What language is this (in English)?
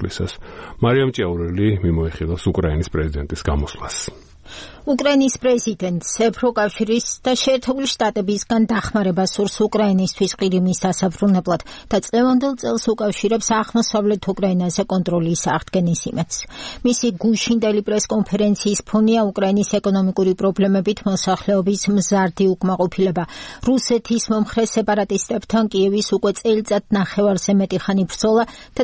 Georgian